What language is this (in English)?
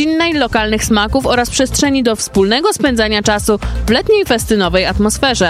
Polish